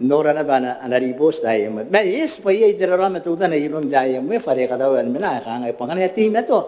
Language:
Gilbertese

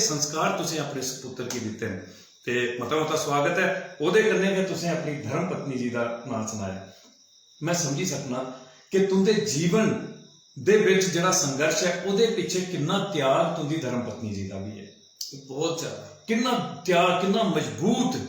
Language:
Dogri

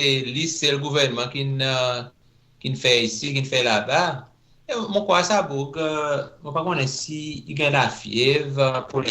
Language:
Seselwa Creole French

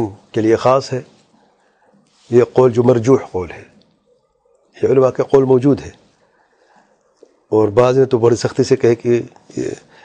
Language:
Urdu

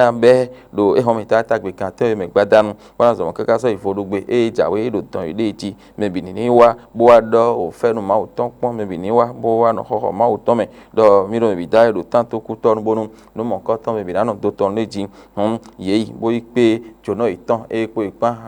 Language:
Fon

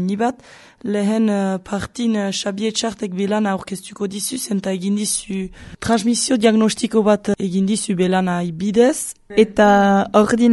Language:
Basque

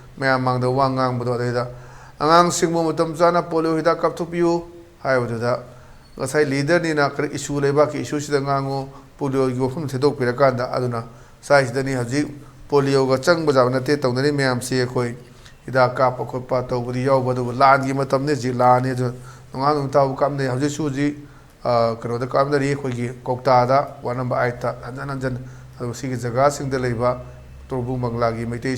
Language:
Manipuri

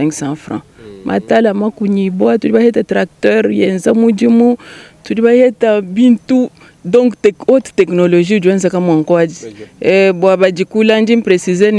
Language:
Luba-Lulua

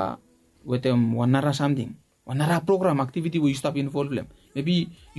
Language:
Bislama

